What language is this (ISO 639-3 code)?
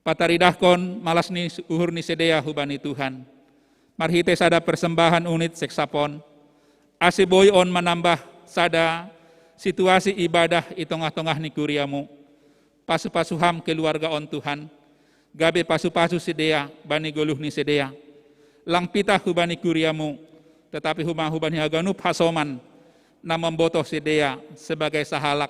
bts